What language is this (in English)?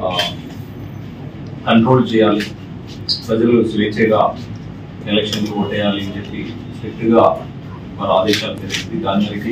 Telugu